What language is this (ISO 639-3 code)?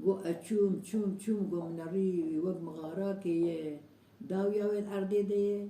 kur